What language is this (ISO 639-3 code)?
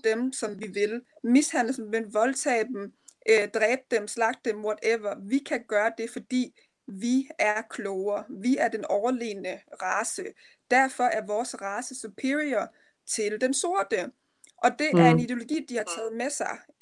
dan